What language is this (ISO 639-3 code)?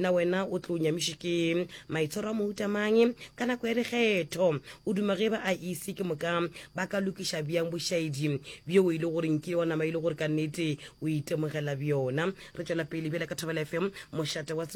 nso